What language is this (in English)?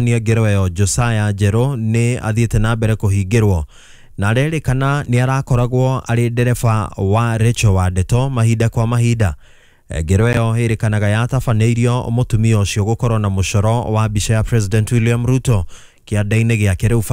Kikuyu